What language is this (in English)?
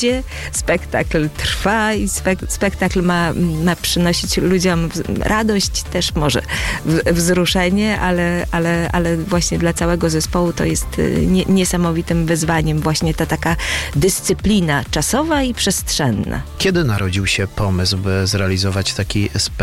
Polish